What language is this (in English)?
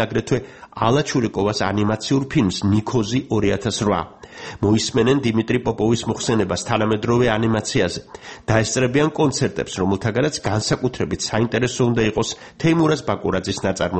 Georgian